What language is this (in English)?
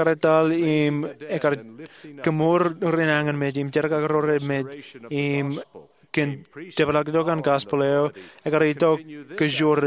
Marshallese